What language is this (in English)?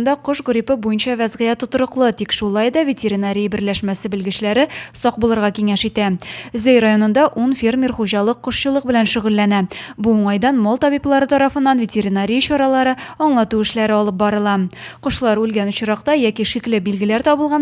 Tatar